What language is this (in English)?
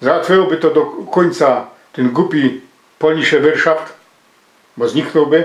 Silesian